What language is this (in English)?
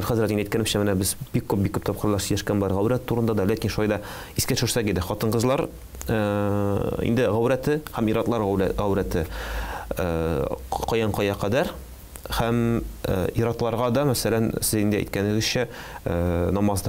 Tatar